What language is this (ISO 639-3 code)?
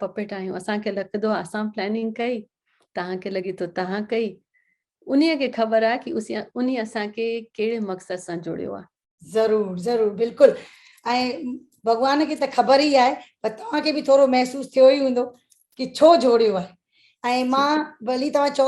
snd